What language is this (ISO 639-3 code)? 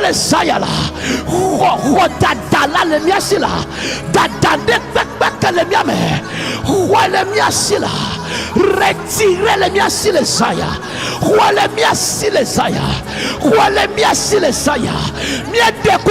ewe